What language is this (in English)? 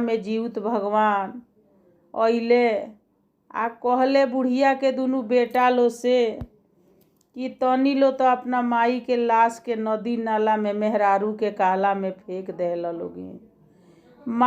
Bhojpuri